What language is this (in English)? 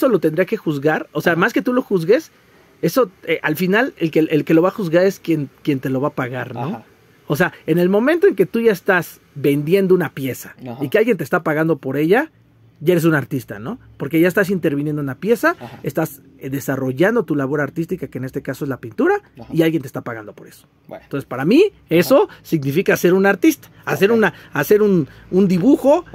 Spanish